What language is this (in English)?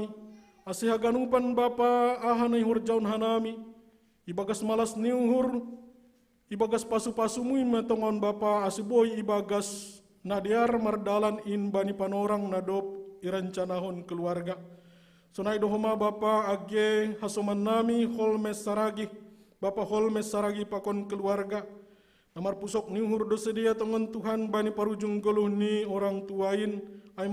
Batak Simalungun